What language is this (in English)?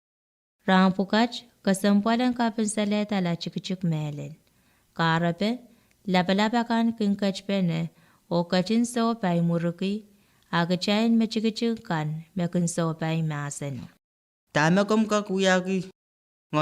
Pohnpeian